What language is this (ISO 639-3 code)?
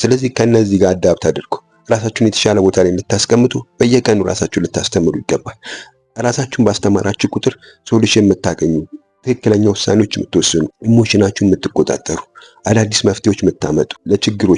amh